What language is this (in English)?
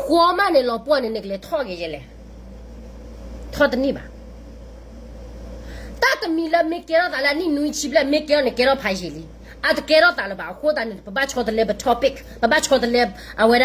S'gaw Karen